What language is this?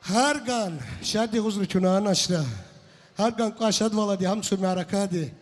Tabassaran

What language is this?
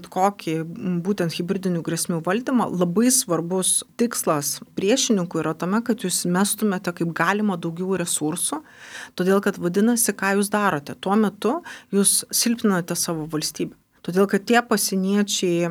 Lithuanian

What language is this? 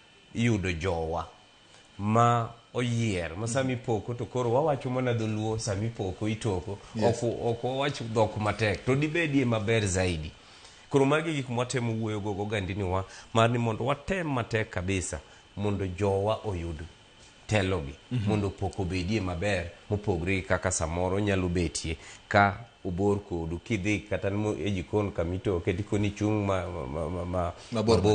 Luo (Kenya and Tanzania)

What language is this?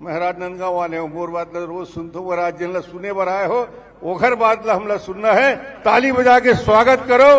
Chhattisgarhi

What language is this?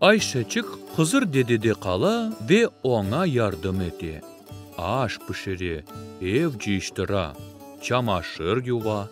Crimean Tatar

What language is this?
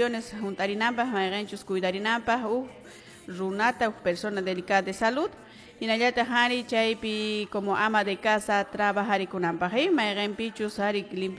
Quechua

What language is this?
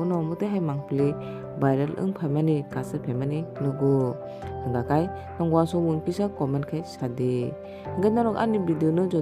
Kok Borok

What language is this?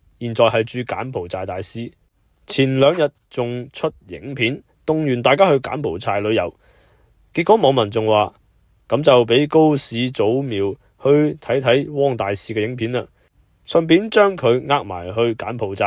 Cantonese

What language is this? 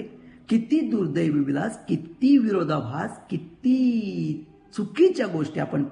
Marathi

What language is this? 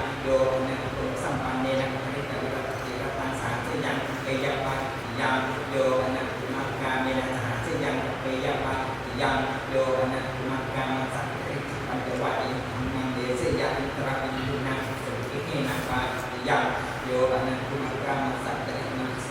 Pali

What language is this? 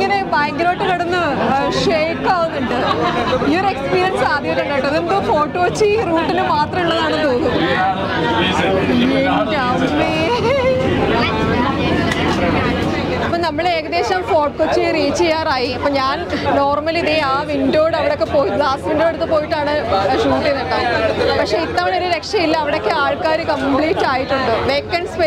Malayalam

